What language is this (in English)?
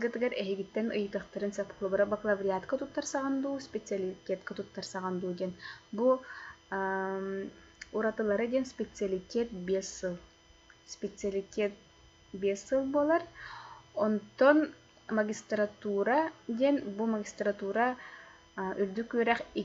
Yakut